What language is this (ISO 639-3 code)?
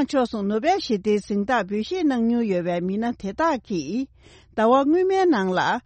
bod